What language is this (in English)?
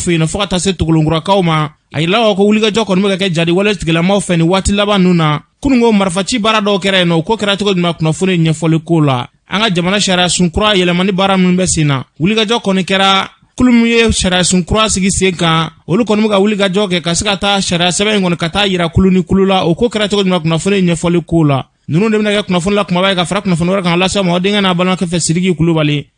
Bambara